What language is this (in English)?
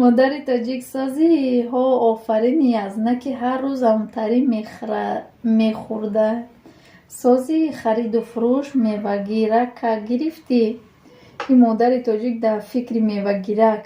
Tajik